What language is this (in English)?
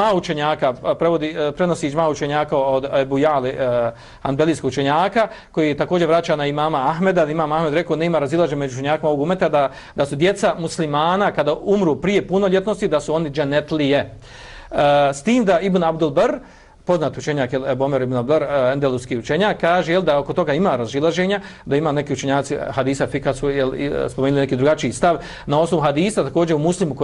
Bosnian